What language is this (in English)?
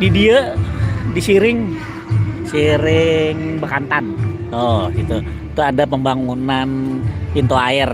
Banjar